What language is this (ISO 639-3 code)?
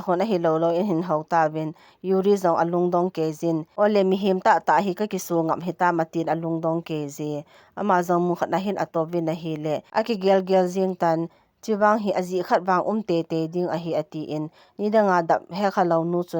tcz